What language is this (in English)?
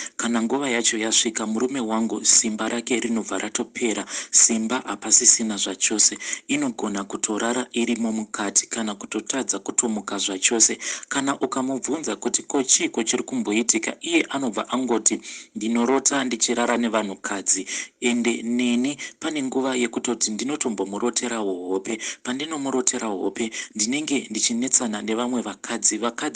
Shona